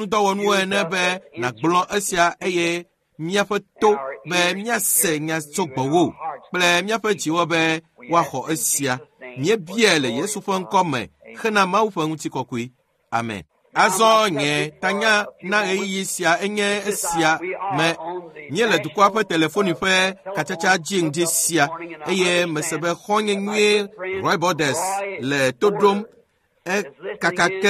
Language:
Ewe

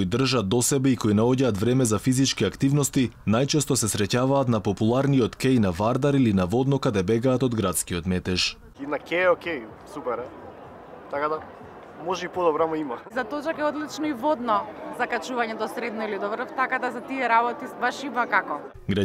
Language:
Macedonian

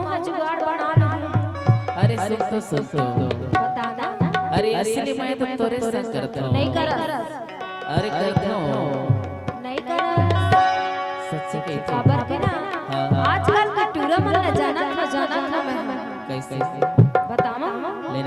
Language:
Chhattisgarhi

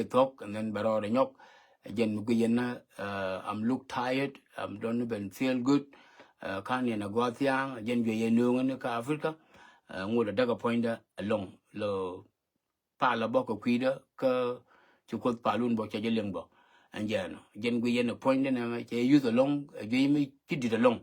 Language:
Nuer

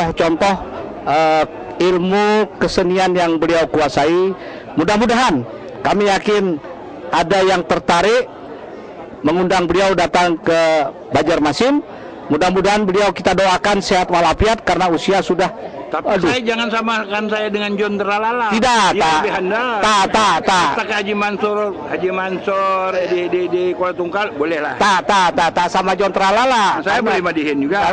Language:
Banjar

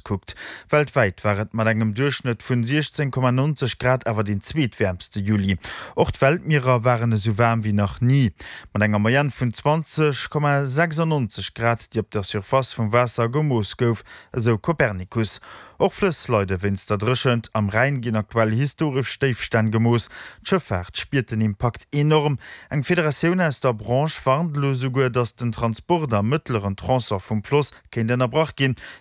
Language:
Luxembourgish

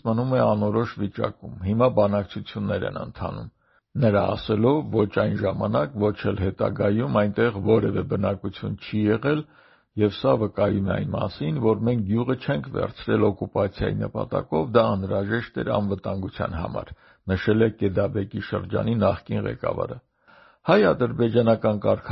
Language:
Armenian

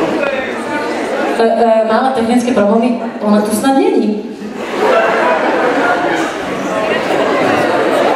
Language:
Slovak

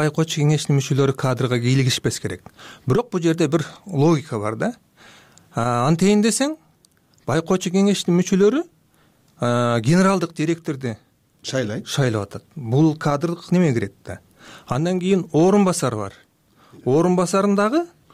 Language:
Kyrgyz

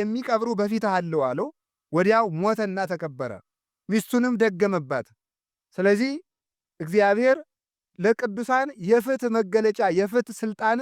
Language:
Amharic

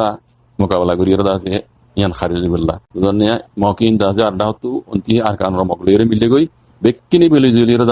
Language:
Rohingya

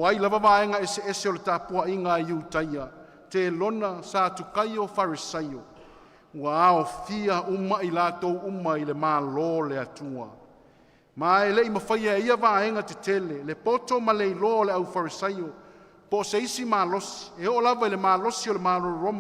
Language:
Samoan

